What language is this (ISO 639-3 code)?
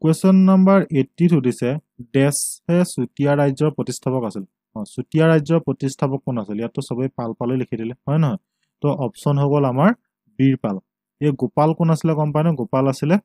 asm